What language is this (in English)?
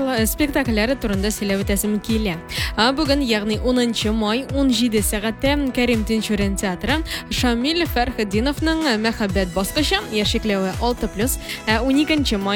Tatar